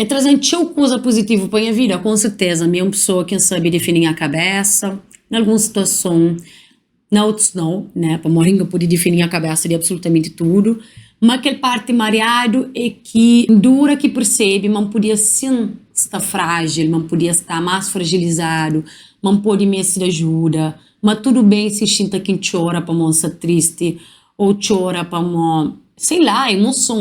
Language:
Kabuverdianu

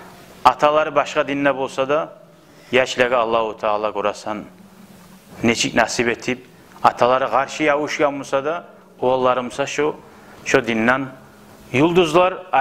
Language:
Kumyk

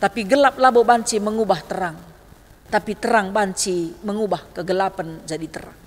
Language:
Batak Karo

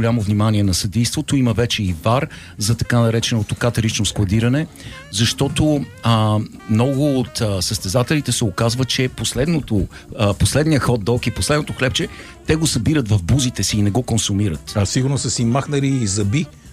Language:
Bulgarian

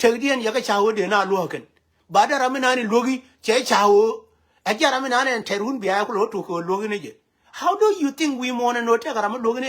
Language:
Nuer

